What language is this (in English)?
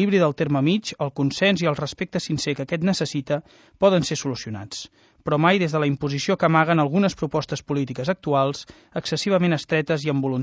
Catalan